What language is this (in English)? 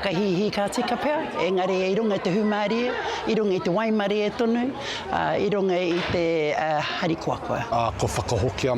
Māori